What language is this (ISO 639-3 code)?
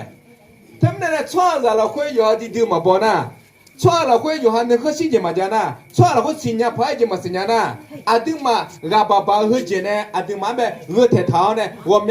ahk